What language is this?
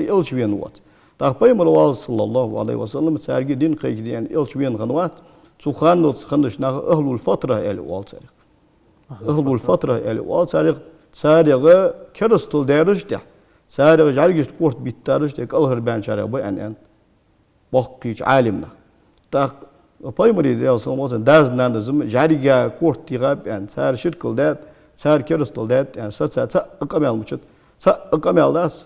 Ingush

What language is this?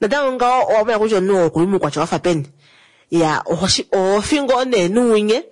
Kuanyama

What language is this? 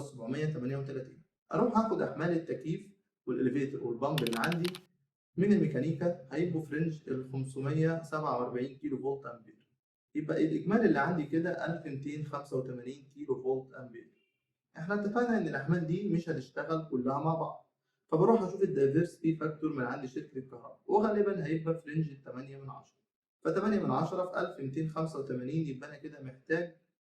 Egyptian Arabic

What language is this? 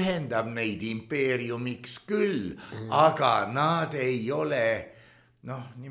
Estonian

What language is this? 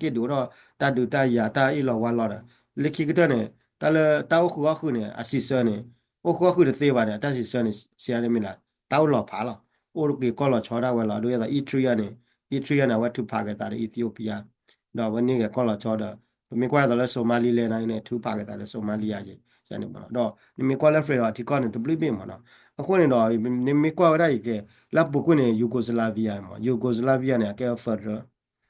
S'gaw Karen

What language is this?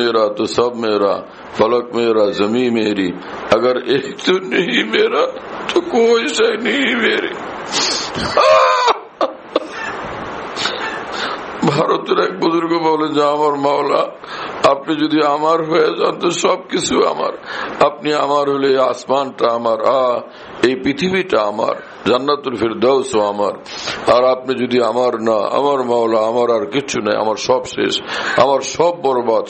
Bangla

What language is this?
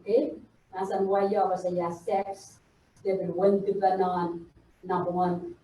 Pohnpeian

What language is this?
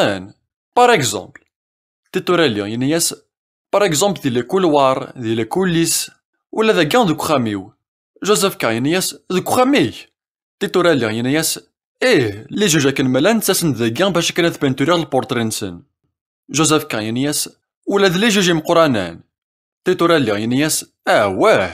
Kabyle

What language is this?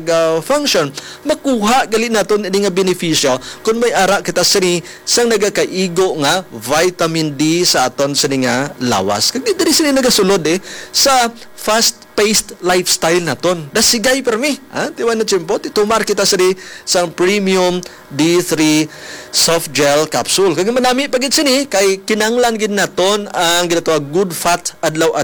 Hiligaynon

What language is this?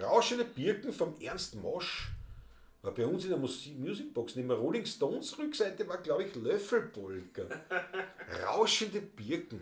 Bavarian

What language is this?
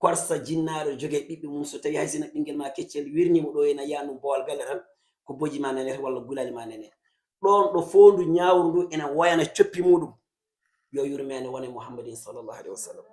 Fula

